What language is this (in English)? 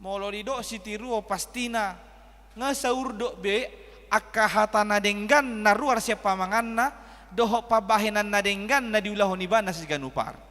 Batak Toba